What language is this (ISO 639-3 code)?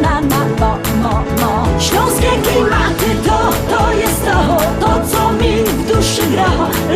szl